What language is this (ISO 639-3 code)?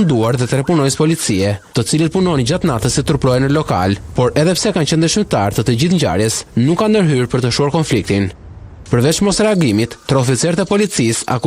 sqi